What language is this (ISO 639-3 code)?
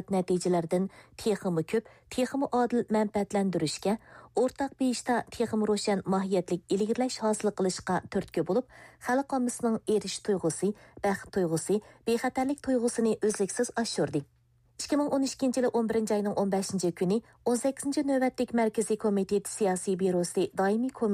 uig